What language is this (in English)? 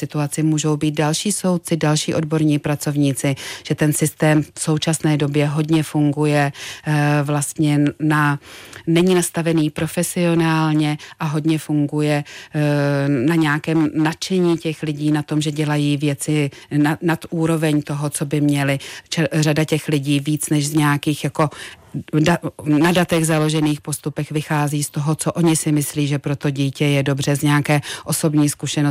Czech